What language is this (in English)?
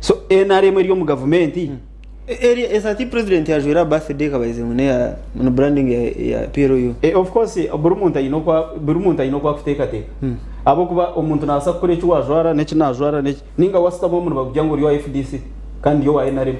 Nyankole